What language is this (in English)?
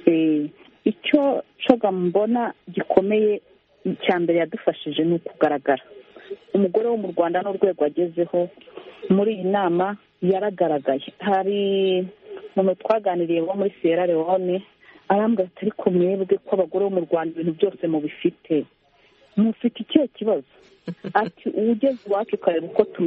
Kinyarwanda